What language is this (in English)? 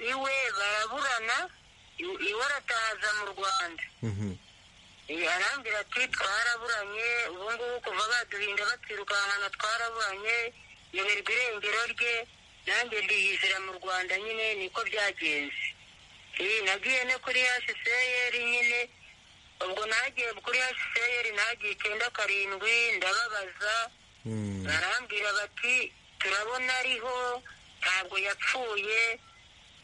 Kinyarwanda